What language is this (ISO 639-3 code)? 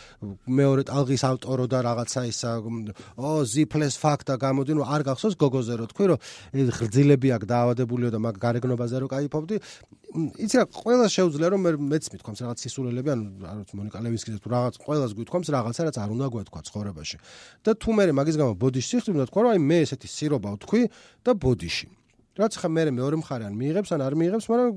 kat